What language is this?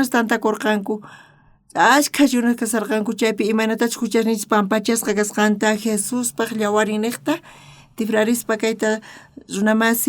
South Bolivian Quechua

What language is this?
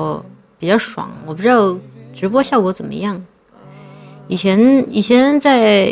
Chinese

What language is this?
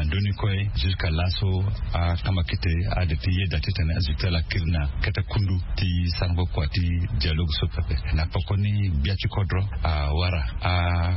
Sango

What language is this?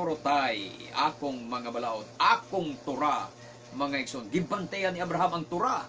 Cebuano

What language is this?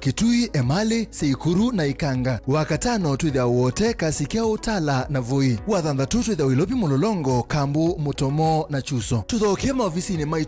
Kamba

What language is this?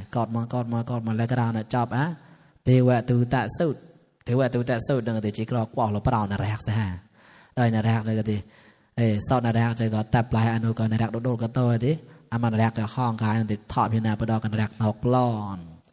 Mon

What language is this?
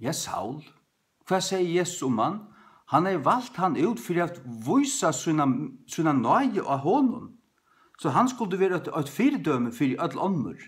Faroese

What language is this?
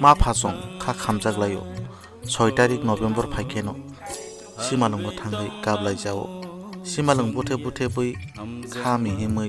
Kok Borok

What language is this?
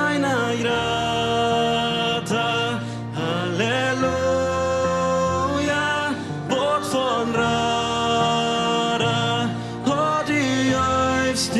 Plautdietsch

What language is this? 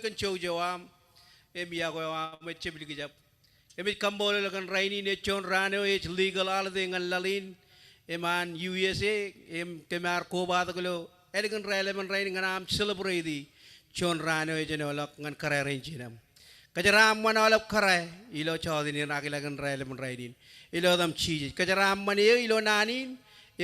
Marshallese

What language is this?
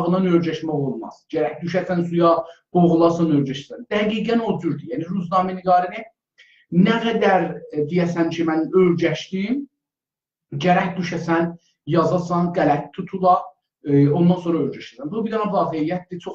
South Azerbaijani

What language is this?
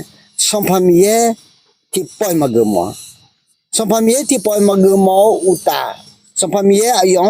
Akha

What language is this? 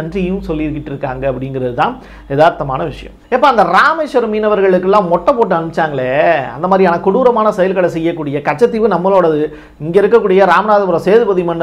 Tamil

